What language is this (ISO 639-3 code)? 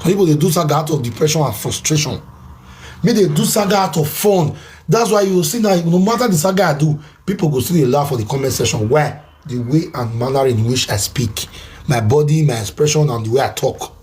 pcm